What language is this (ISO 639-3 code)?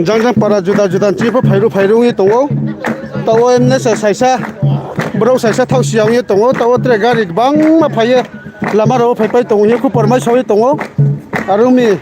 ria